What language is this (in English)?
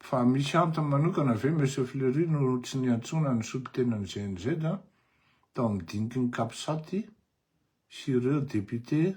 Malagasy